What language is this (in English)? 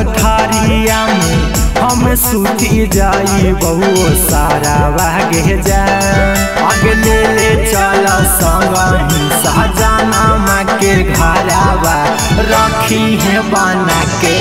Bhojpuri